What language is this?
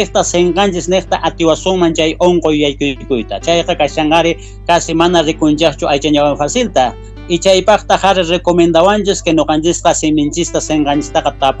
South Bolivian Quechua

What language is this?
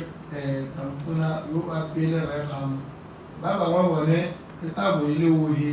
Tswana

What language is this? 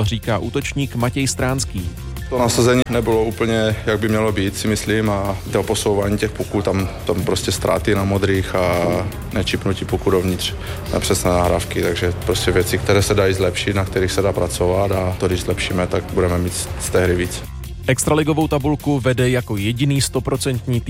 Czech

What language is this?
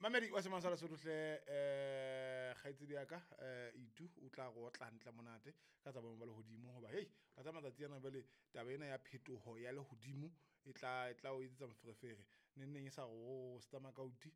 Southern Sotho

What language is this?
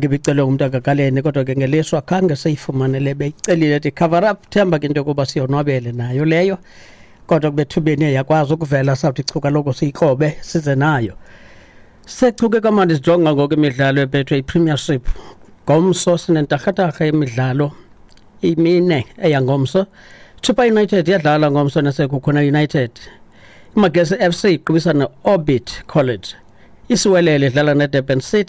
Xhosa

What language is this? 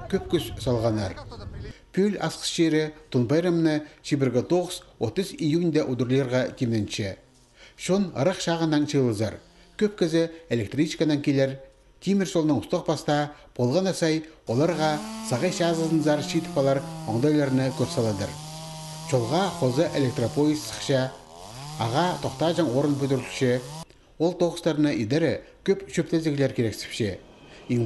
Khakas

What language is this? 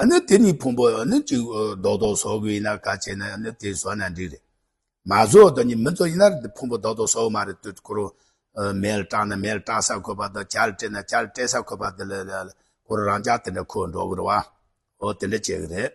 Tibetan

